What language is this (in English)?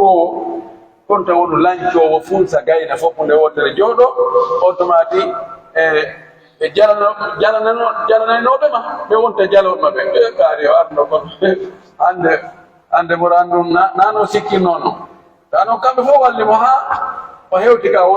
Pular